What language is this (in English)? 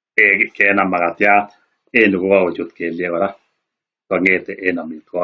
Kalenjin